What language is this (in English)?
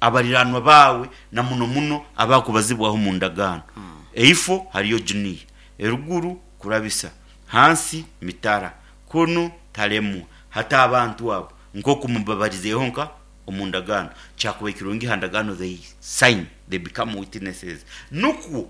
Nyoro